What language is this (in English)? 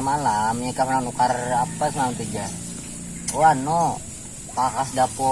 Banjar